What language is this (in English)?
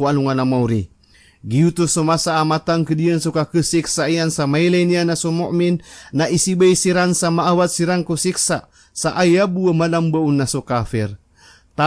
Maranao